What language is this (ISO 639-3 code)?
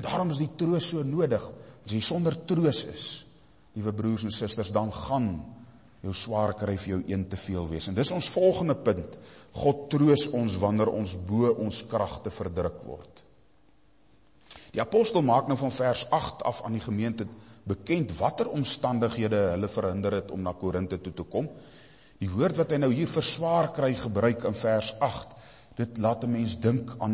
afr